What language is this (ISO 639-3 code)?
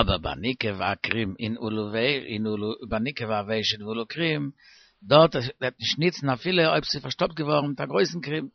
yid